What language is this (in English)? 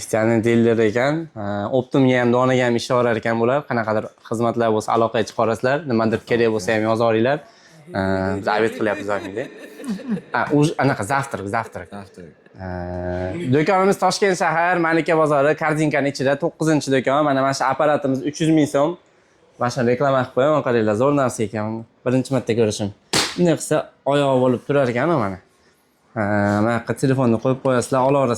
Uzbek